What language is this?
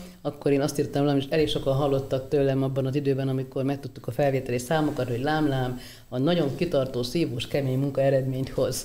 Hungarian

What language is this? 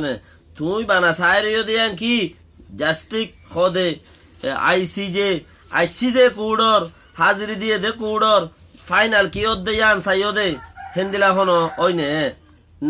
Rohingya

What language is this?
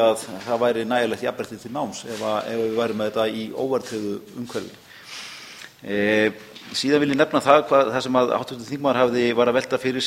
Icelandic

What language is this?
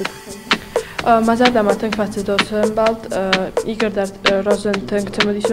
Ossetic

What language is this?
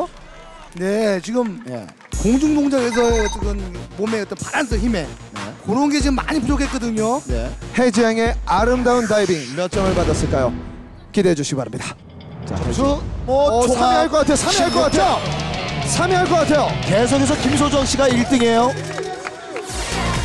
Korean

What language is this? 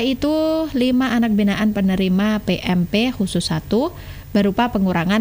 Indonesian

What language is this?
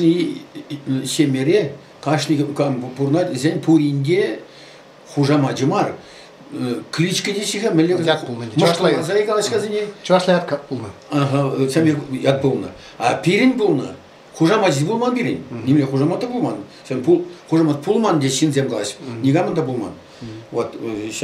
Chuvash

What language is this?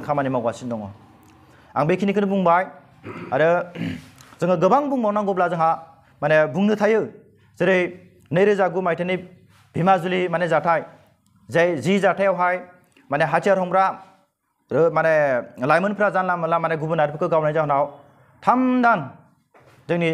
Bodo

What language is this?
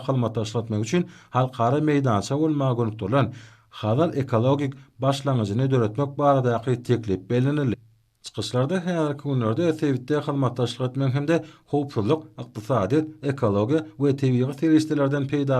Turkmen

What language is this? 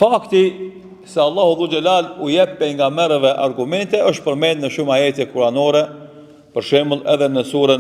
Albanian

